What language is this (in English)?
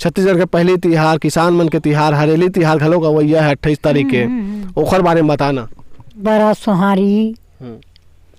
Chhattisgarhi